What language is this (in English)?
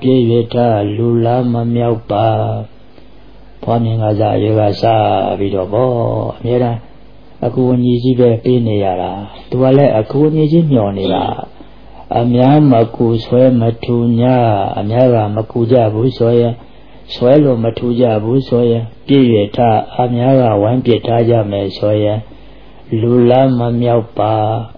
Burmese